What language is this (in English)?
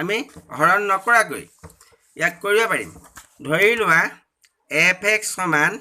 Assamese